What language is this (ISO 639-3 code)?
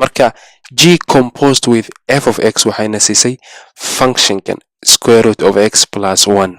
som